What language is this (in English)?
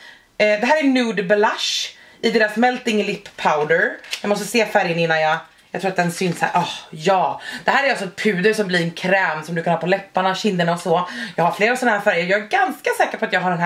Swedish